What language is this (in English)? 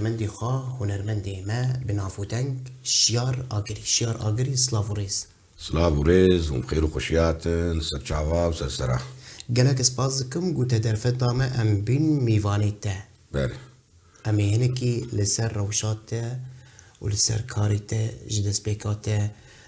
Kurdish